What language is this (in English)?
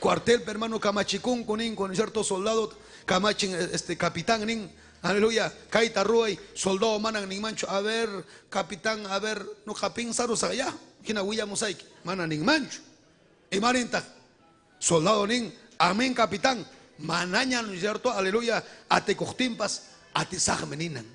Ayacucho Quechua